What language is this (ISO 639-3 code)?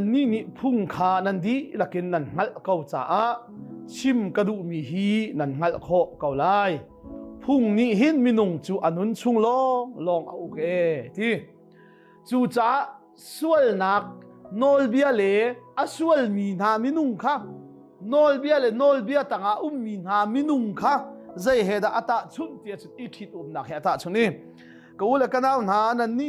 cnh